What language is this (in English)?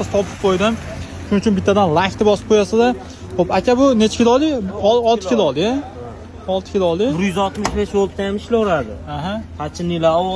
Uzbek